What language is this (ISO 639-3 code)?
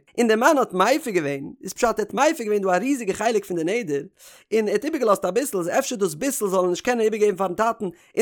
yid